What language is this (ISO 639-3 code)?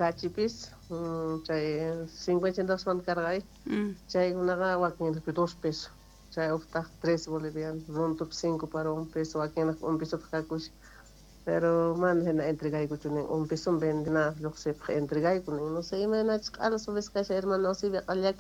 que